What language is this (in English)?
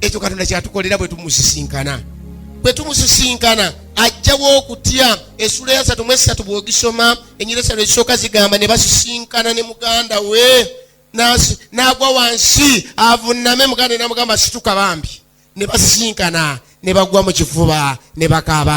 Ganda